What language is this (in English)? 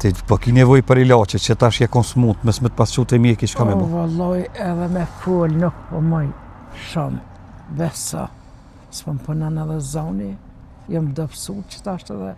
Albanian